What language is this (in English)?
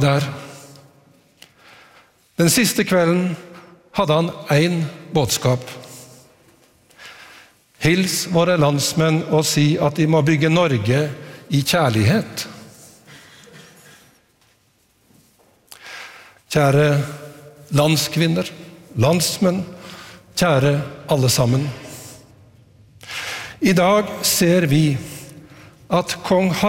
Norwegian